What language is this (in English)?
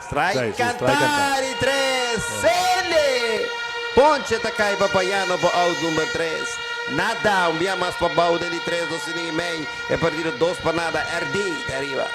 Papiamento